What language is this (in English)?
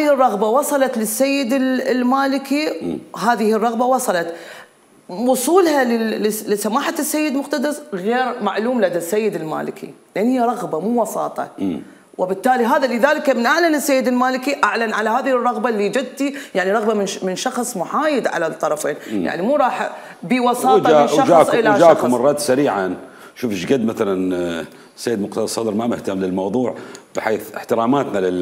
Mesopotamian Arabic